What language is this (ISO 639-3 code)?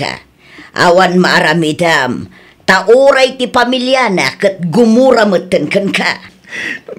ilo